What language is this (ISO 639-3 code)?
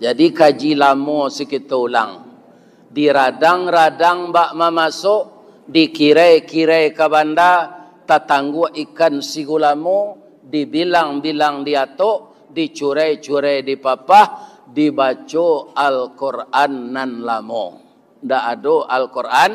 min